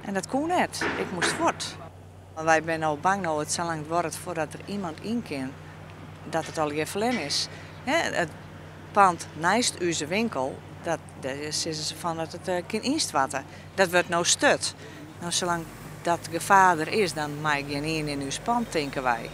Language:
Western Frisian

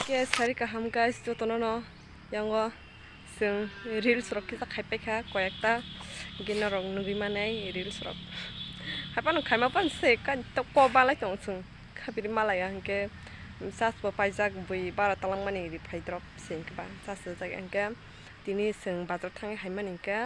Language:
Kok Borok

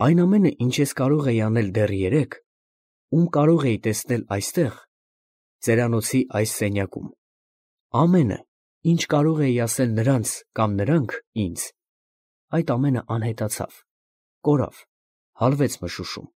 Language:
Armenian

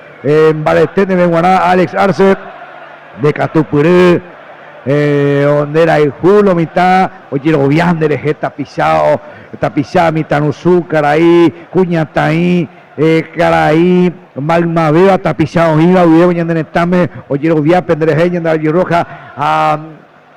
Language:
Guarani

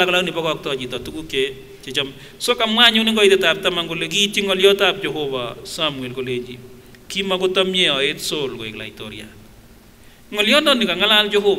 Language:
Kipsigis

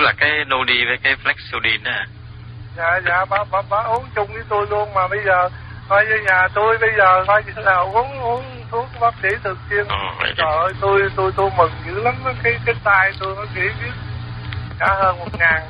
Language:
Vietnamese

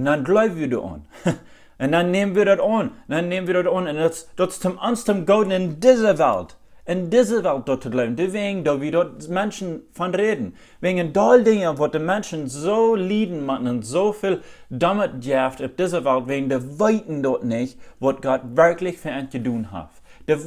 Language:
Plautdietsch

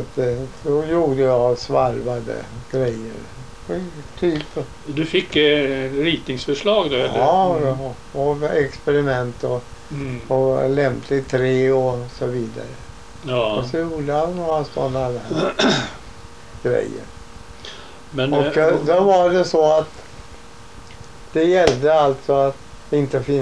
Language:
Swedish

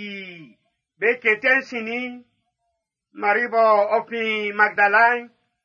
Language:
Baoulé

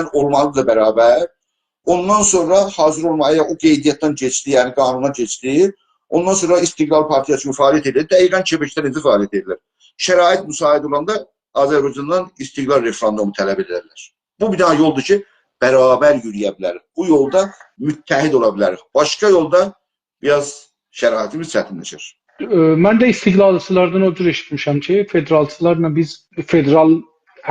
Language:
South Azerbaijani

